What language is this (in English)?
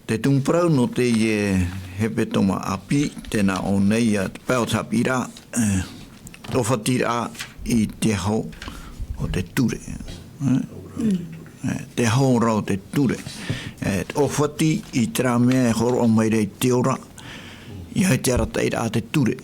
Tahitian